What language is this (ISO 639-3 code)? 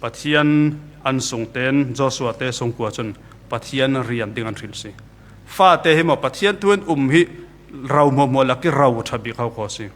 cfm